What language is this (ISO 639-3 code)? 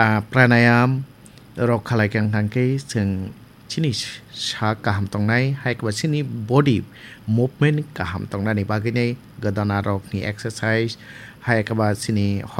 trp